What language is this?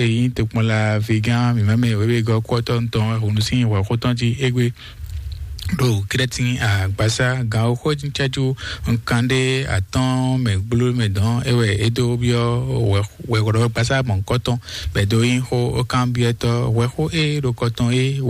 Fon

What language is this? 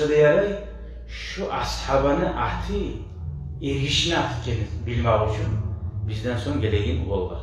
Kumyk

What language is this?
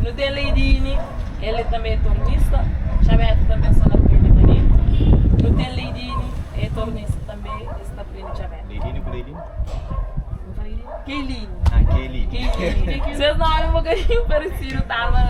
Kabuverdianu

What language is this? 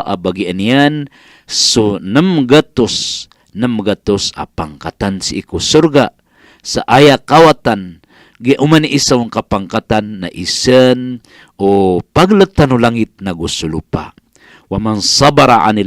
Maranao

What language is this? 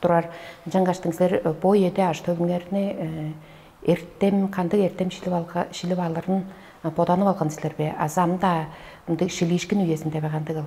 Tuvinian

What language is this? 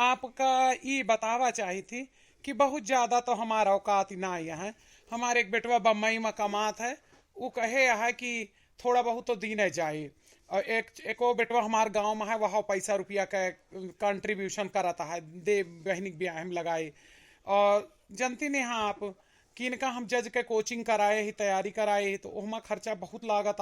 Awadhi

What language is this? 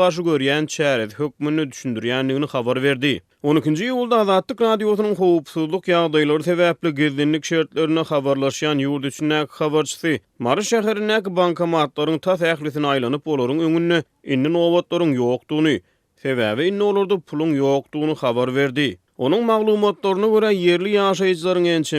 Turkmen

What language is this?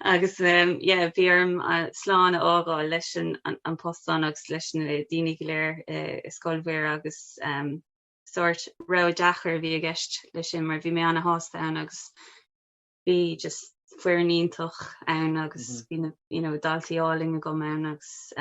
Irish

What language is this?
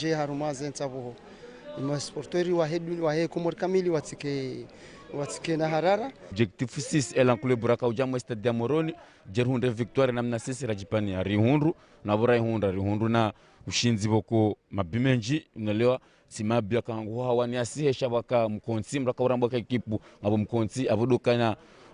Ngazidja Comorian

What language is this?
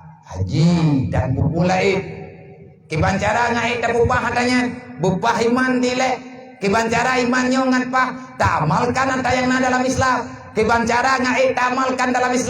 Achinese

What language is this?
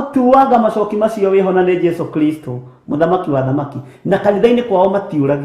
Kikuyu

